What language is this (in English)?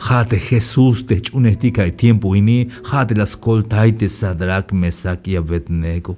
Tzeltal